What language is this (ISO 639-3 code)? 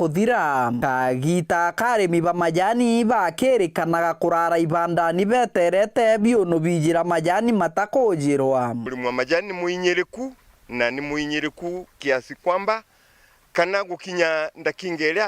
mer